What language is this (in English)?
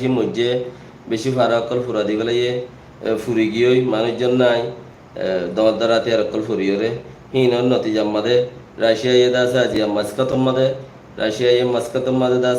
Rohingya